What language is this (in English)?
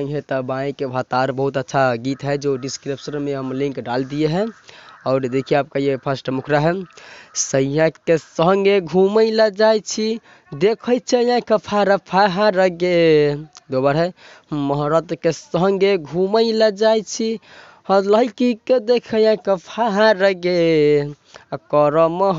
Maithili